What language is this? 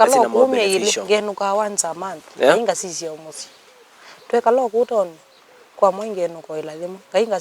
Kamba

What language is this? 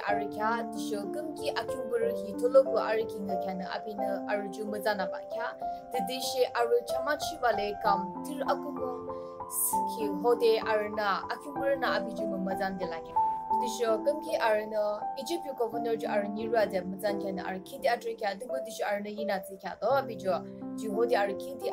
Yimchungru Naga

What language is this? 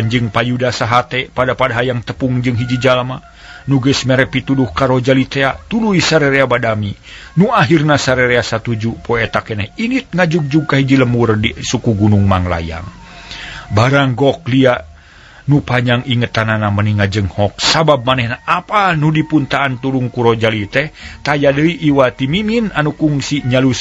Sundanese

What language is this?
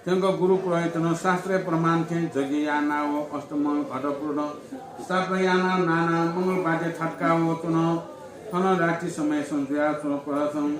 Newari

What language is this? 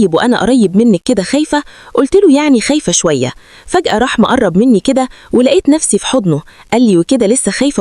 Egyptian Arabic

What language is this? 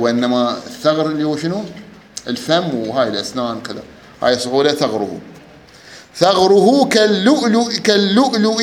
Mesopotamian Arabic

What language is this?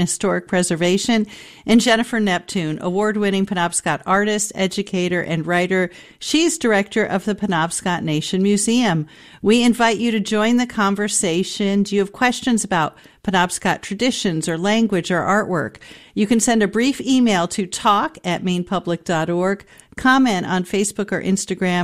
English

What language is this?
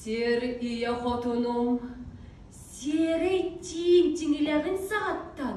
Yakut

